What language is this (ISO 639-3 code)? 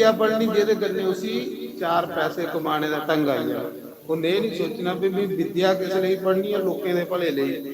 doi